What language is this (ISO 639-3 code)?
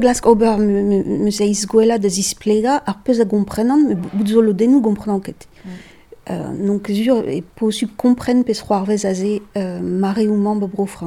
bre